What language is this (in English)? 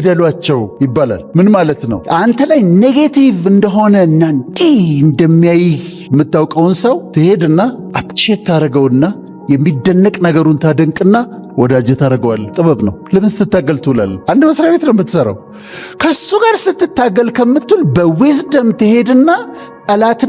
Amharic